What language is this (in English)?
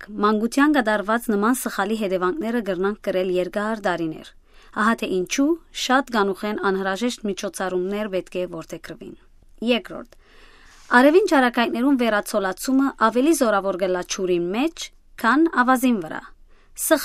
Western Armenian